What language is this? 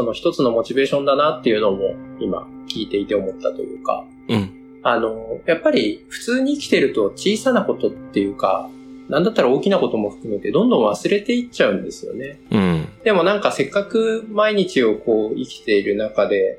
Japanese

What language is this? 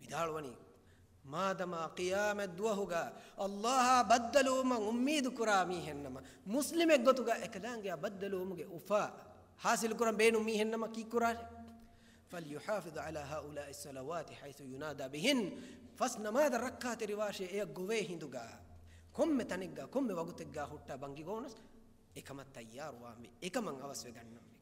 Divehi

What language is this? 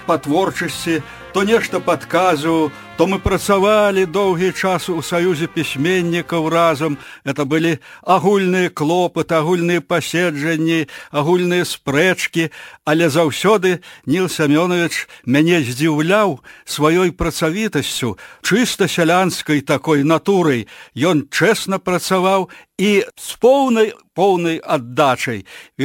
Belarusian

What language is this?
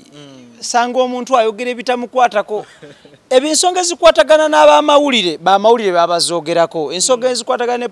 Ganda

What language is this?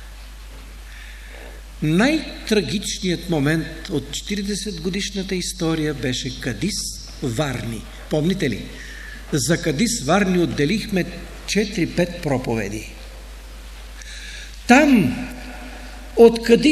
Bulgarian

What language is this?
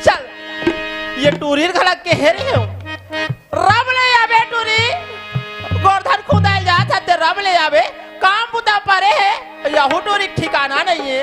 Chhattisgarhi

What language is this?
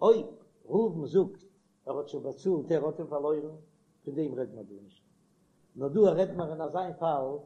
Yiddish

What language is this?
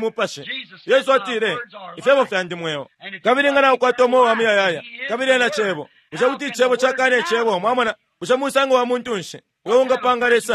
Bemba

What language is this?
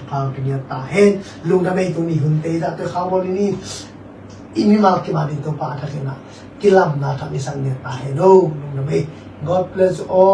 Tedim Chin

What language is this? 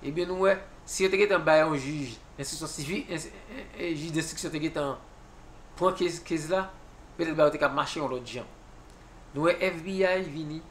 Haitian Creole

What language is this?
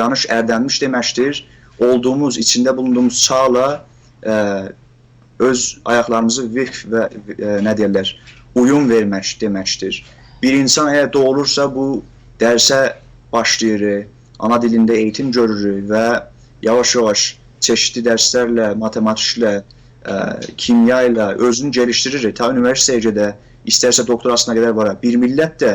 South Azerbaijani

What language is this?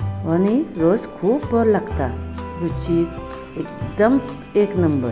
Konkani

